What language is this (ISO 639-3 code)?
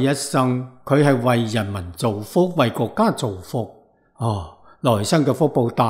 yue